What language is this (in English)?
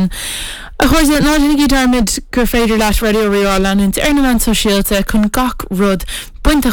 Irish